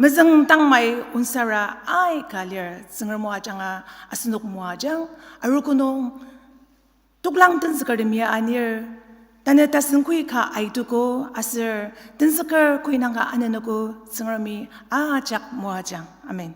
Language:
Ao Naga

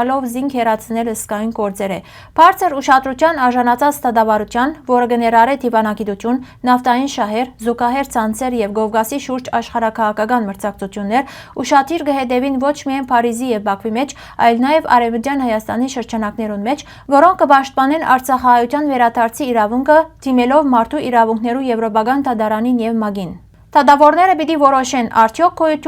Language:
Western Armenian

